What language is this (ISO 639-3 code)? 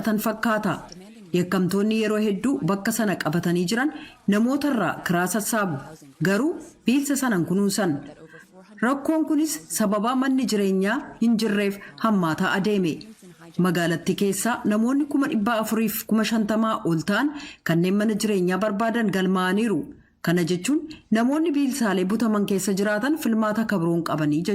orm